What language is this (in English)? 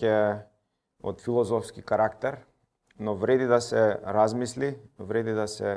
Macedonian